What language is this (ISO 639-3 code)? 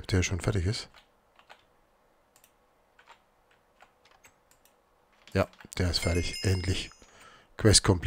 deu